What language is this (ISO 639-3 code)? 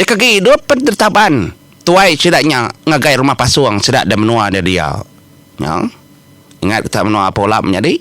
iba